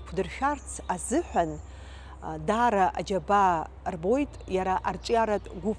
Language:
Abkhazian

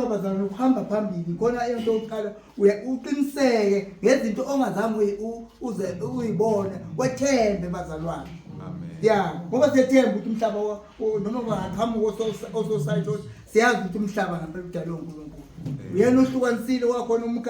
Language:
Zulu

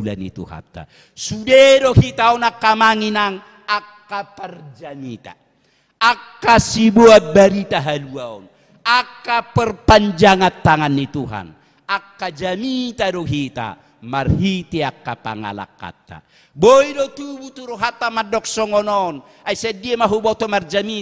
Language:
Batak Toba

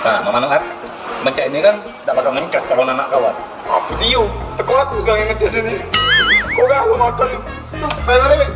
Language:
Musi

